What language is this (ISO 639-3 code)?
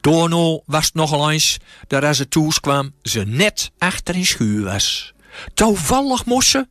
gos